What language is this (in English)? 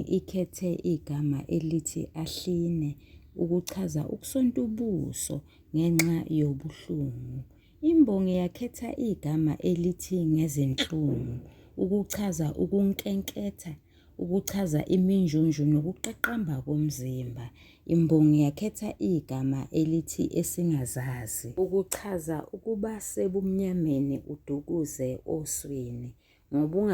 Zulu